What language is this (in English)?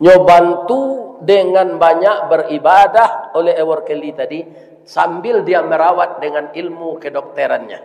Minangkabau